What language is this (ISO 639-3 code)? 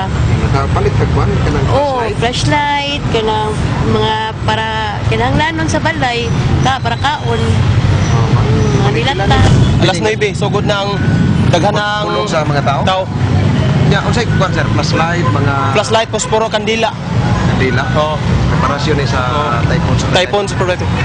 ceb